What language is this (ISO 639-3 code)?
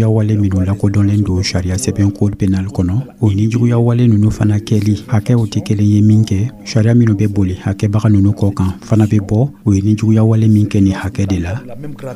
dyu